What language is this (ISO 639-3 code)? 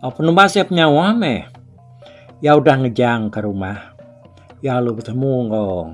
iba